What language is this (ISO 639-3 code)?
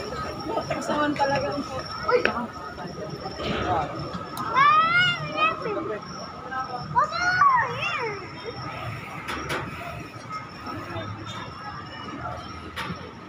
fil